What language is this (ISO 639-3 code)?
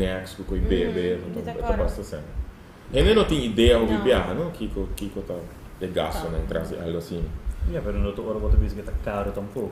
pap